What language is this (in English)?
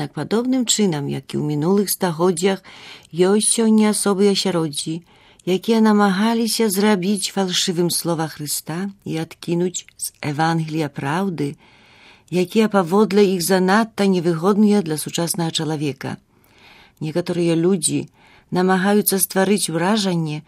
Belarusian